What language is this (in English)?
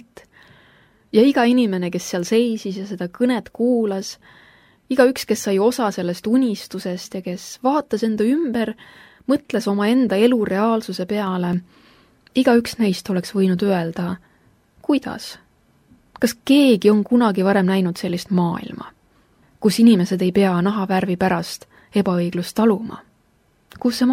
Estonian